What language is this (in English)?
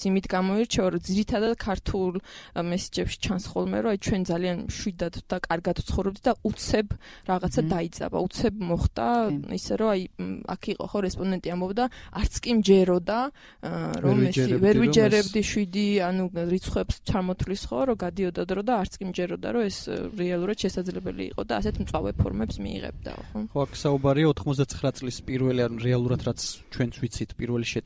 Georgian